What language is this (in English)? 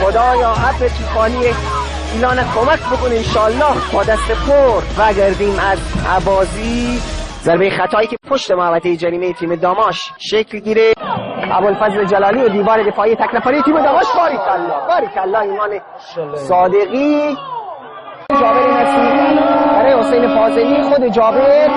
Gilaki